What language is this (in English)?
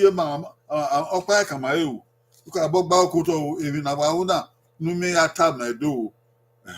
Bini